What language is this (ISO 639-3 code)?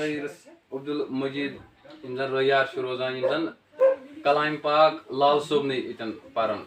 kas